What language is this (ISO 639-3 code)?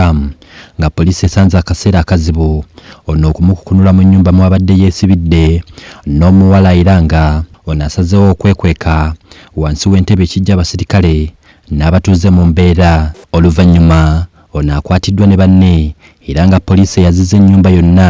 lug